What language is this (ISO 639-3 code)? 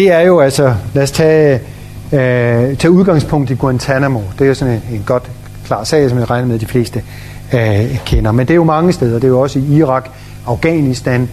dan